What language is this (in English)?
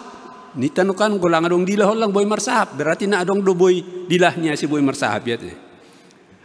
Batak Simalungun